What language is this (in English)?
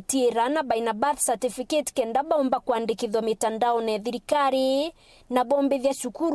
Meru